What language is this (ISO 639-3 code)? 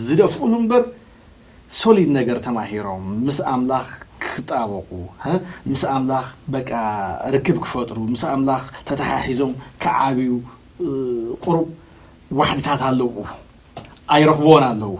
tir